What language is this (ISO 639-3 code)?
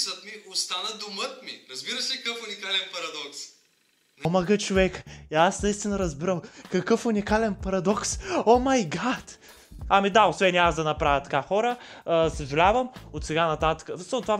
bul